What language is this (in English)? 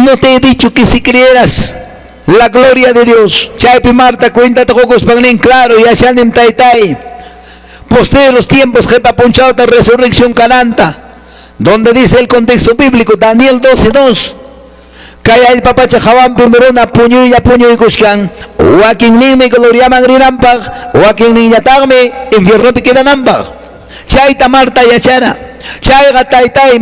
Quechua